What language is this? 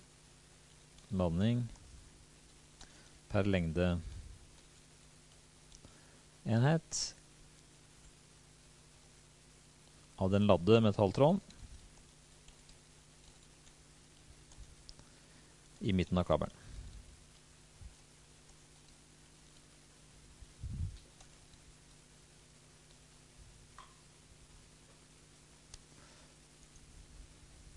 Norwegian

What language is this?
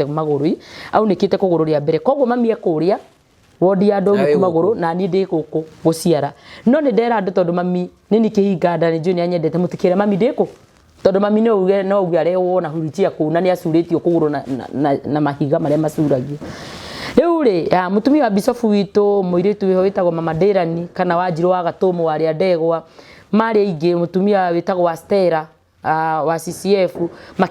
Kikuyu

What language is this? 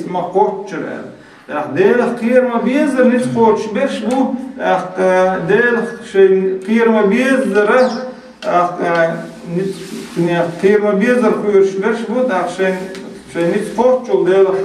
Chechen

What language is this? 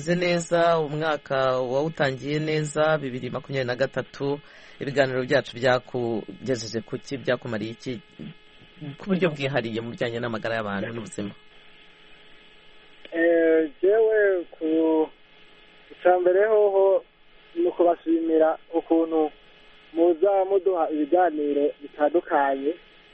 Kinyarwanda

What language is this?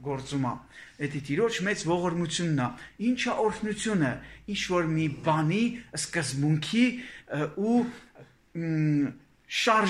Armenian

